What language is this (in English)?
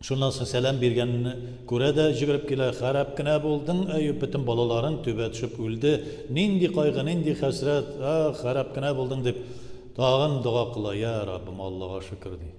Tatar